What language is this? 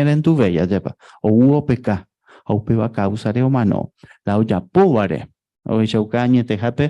Guarani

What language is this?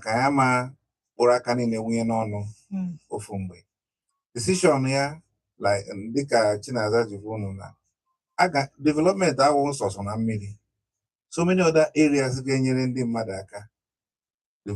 Igbo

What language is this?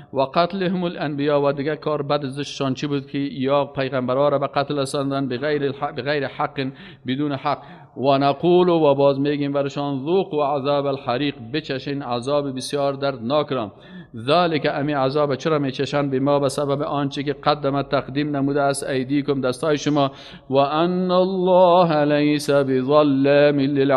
Persian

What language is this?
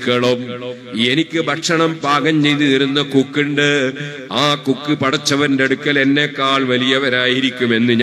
Malayalam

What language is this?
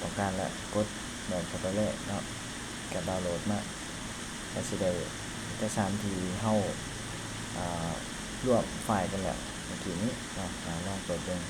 Lao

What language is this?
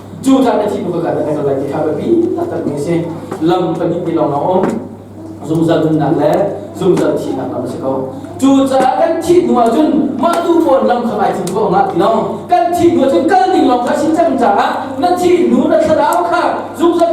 Hakha Chin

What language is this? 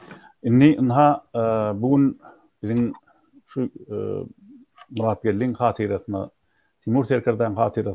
Turkmen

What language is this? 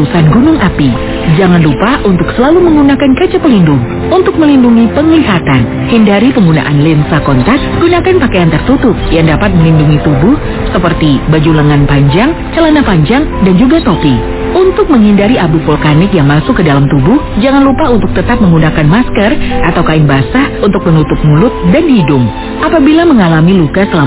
Indonesian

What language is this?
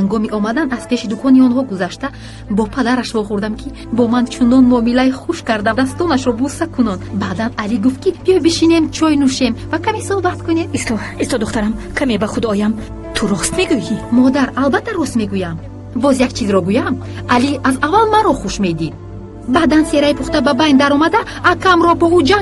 Tajik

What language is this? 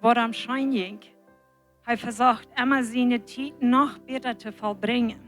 Plautdietsch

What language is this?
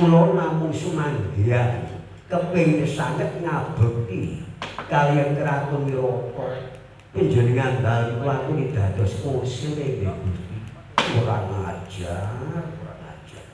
Javanese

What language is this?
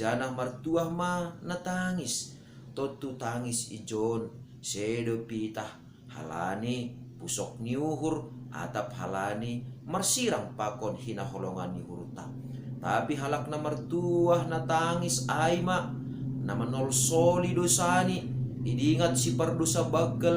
Batak Simalungun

